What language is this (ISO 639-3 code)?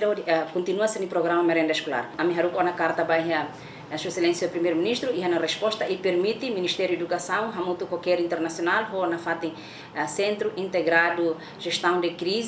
tet